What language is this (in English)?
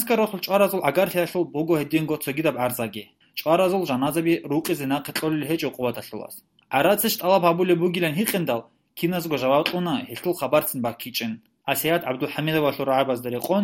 Avaric